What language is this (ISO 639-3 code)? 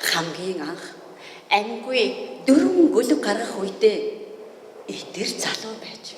mon